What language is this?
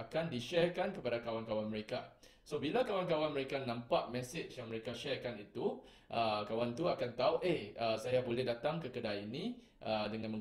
Malay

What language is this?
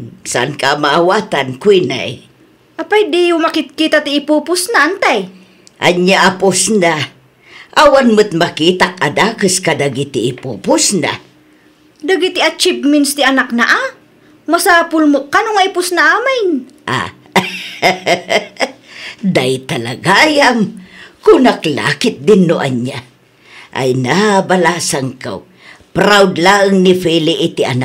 Iloko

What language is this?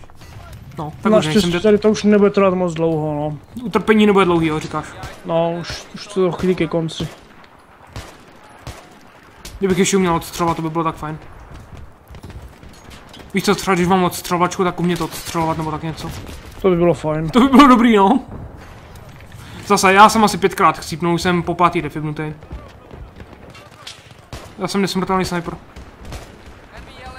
Czech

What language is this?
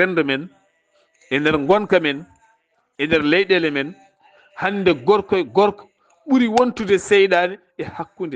Fula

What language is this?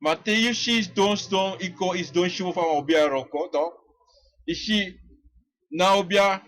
Sranan Tongo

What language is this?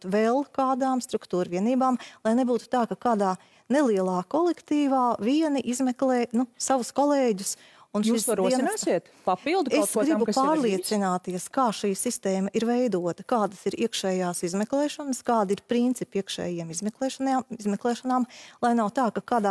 Latvian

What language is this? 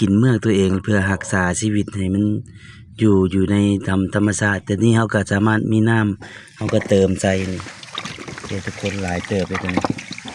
Lao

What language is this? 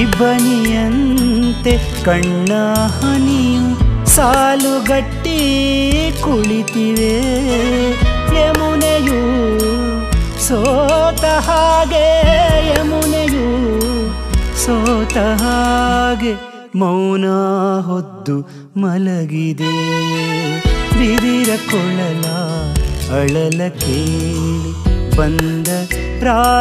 Kannada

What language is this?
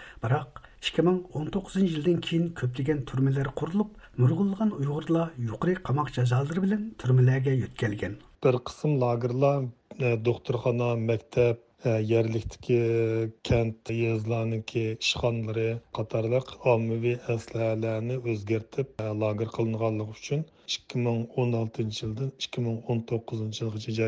Uyghur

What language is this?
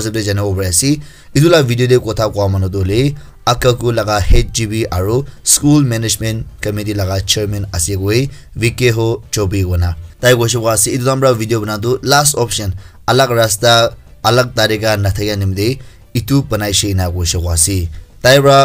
Naga Pidgin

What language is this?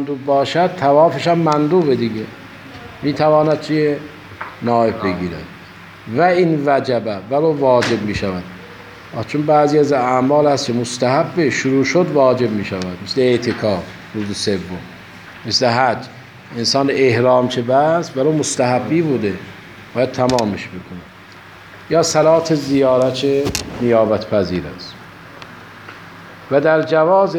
Persian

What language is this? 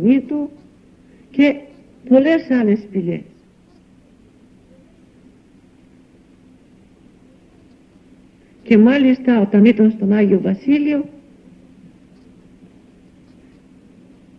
Greek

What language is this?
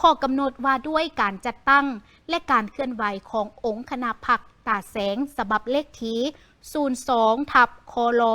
Lao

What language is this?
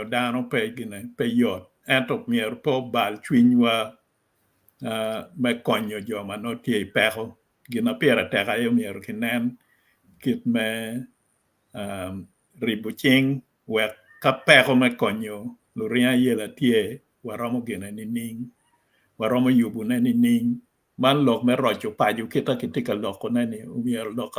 Acoli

